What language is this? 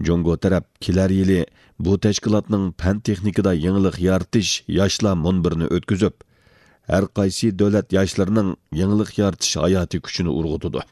Uyghur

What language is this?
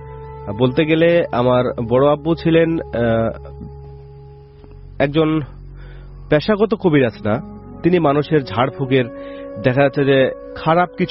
Bangla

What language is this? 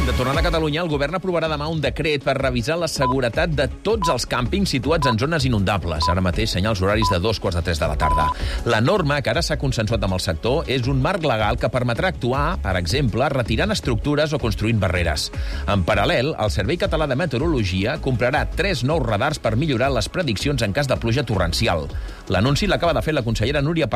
Catalan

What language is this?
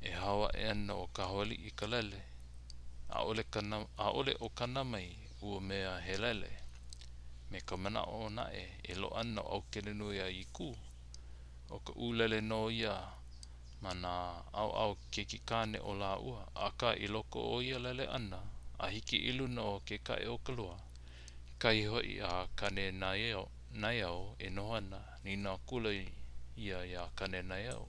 Hawaiian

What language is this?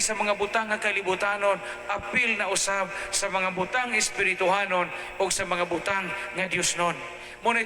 Cebuano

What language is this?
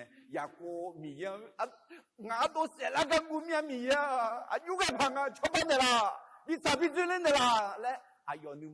Akha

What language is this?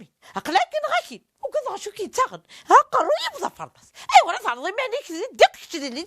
Kabyle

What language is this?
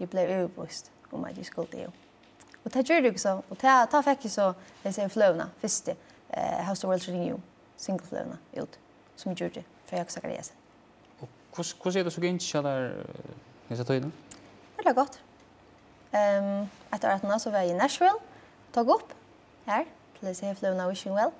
Faroese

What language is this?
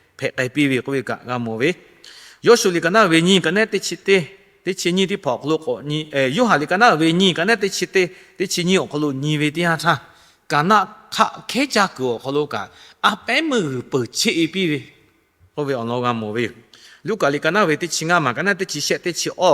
Lahu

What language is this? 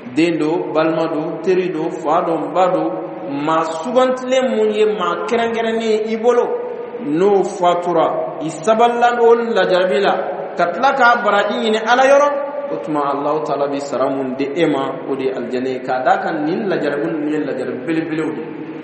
Dyula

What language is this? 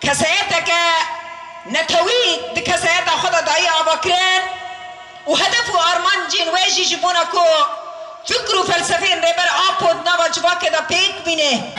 Kurdish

